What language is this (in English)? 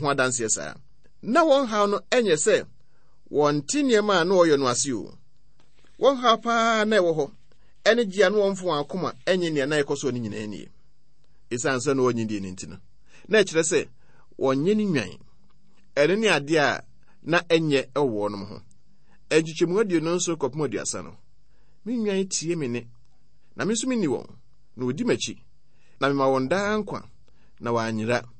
Akan